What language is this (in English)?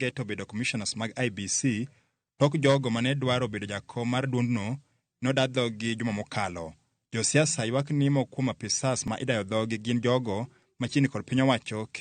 Luo (Kenya and Tanzania)